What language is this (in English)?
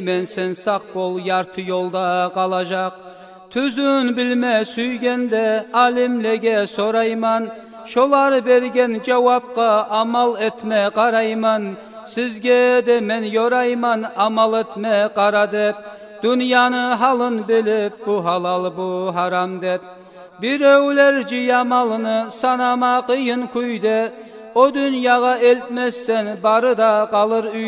Kumyk